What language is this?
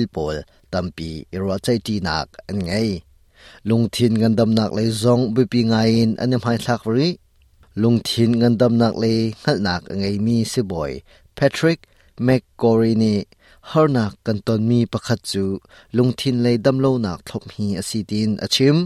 Hakha Chin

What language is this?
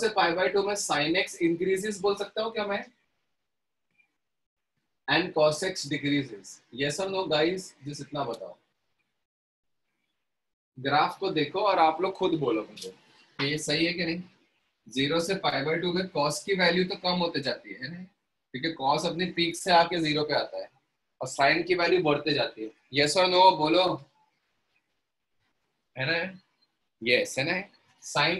Hindi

